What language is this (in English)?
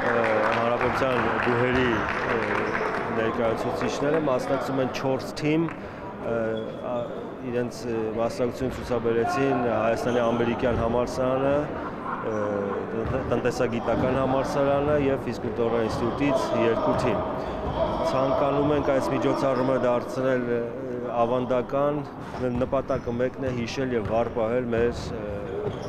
Armenian